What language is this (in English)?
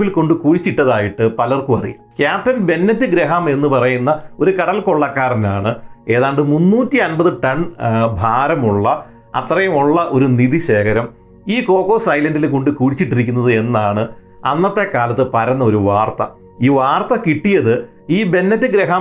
Malayalam